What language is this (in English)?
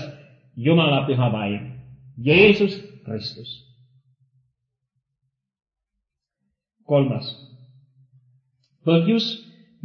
Estonian